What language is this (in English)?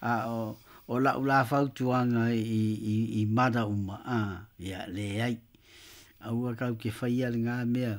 Samoan